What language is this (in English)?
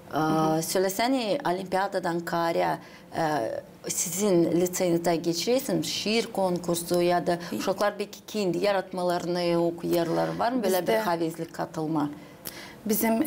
Gagauz